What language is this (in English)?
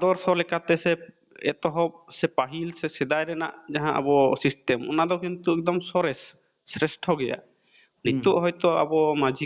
Santali